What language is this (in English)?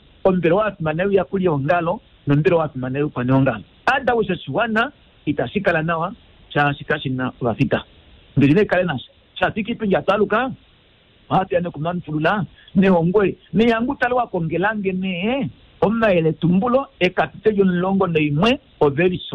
Kuanyama